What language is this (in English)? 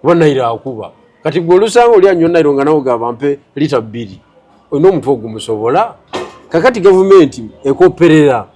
Ganda